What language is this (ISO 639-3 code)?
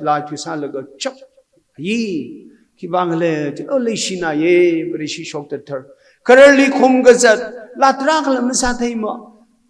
nmf